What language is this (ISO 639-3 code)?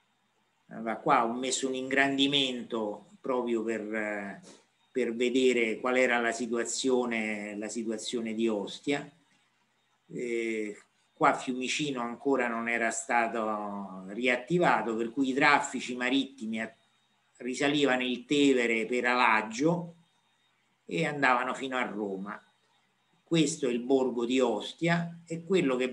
ita